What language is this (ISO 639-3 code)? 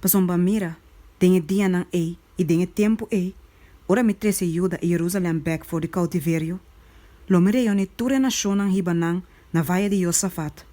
pap